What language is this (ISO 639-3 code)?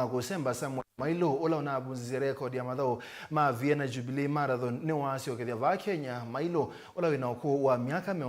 kam